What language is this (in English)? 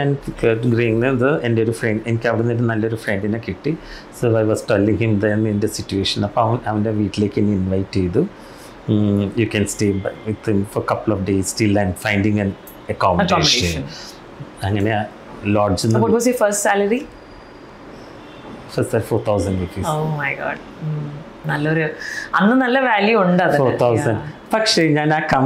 Malayalam